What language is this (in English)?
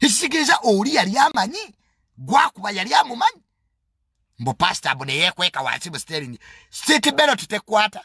Ganda